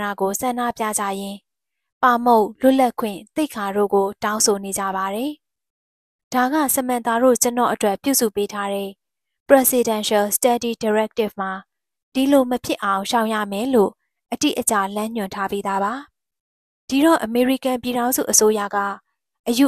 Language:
Burmese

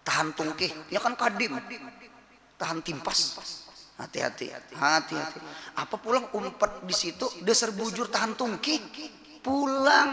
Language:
Banjar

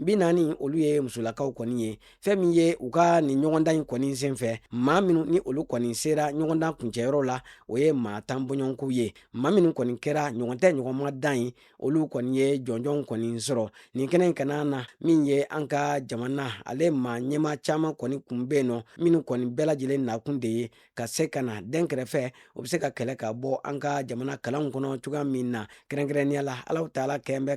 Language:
Bambara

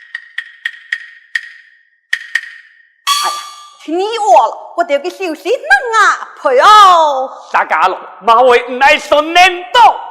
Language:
Pu-Xian Chinese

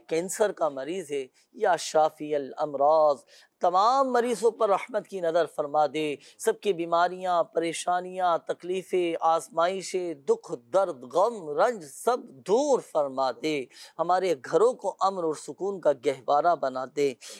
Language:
Urdu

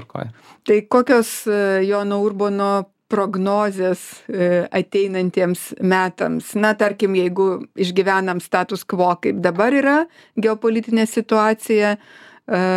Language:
Lithuanian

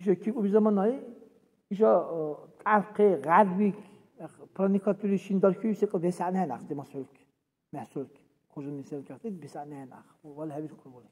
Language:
Dargwa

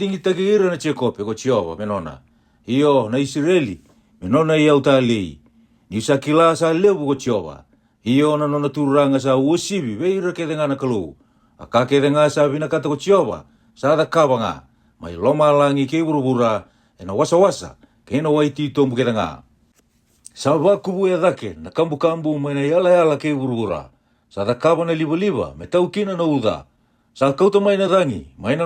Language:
Fijian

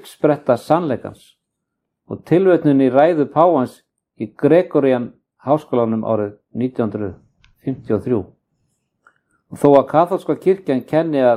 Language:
Icelandic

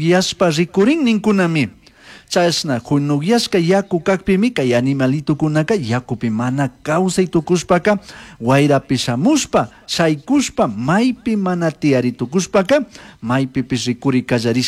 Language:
Chimborazo Highland Quichua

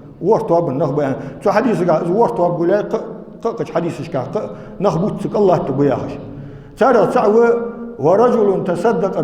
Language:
Ingush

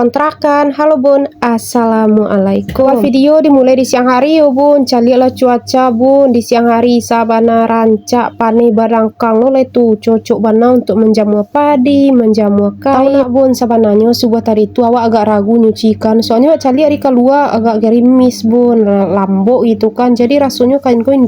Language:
Minangkabau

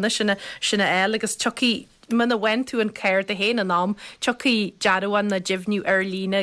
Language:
Irish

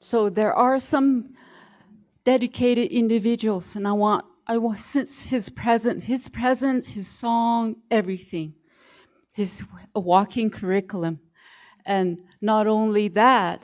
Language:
Navajo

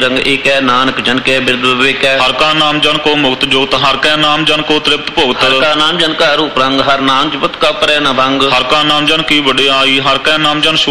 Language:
Punjabi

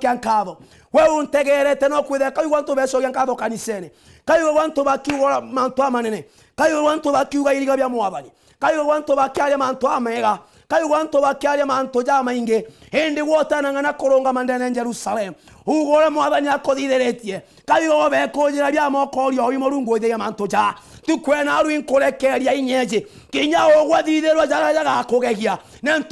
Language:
Meru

